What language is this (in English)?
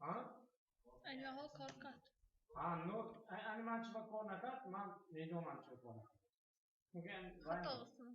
Tajik